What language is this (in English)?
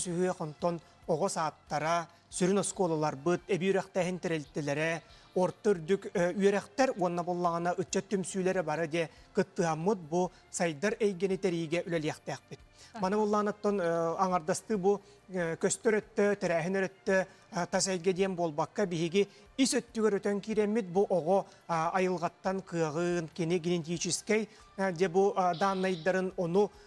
Yakut